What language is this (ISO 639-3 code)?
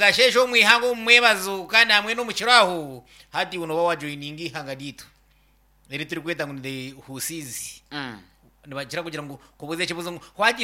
nyn